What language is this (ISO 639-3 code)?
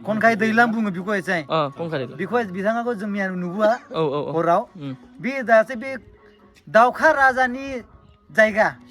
brx